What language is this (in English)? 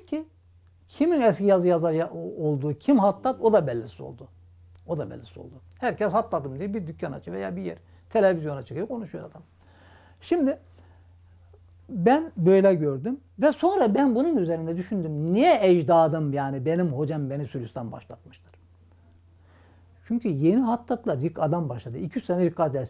Turkish